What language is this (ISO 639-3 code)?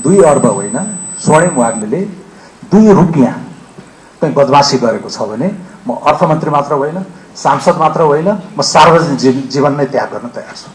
nep